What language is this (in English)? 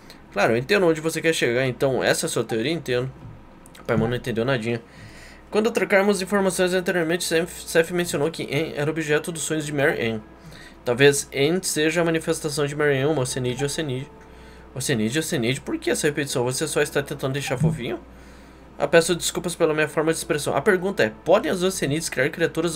Portuguese